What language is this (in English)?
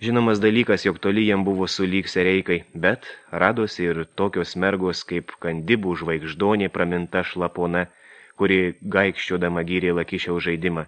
Lithuanian